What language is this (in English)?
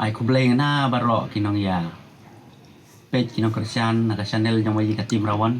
Khasi